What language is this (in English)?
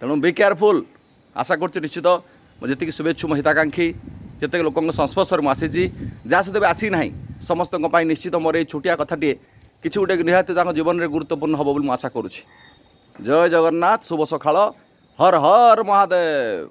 Odia